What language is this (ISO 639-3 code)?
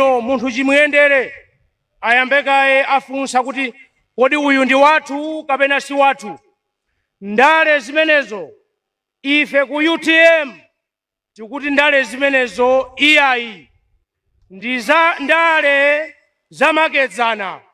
nya